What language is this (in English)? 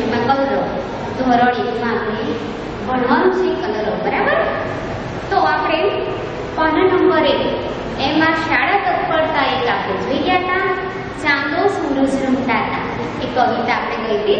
Gujarati